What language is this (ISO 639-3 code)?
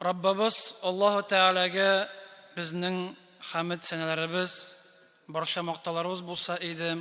tat